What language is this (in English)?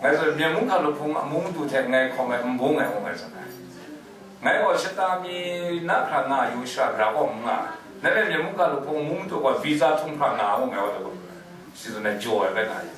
Kachin